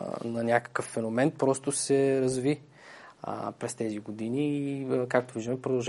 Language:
Bulgarian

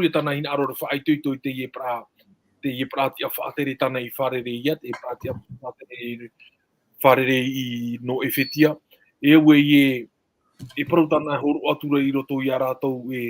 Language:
Tahitian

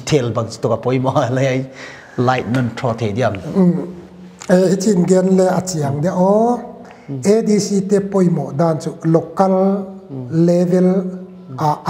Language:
Paite Chin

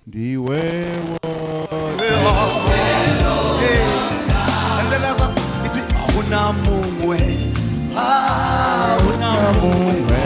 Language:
Venda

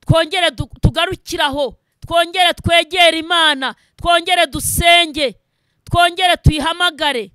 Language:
Kinyarwanda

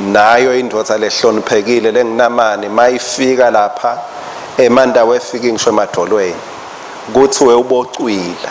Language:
Swati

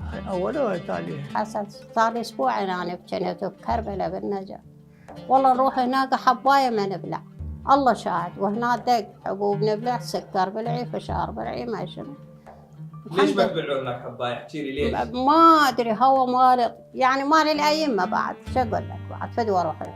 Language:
Mesopotamian Arabic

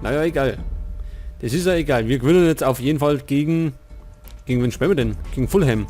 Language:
Bavarian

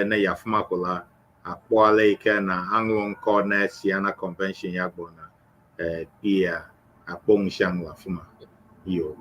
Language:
Ewe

